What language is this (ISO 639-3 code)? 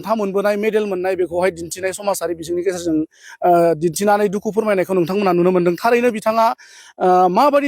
brx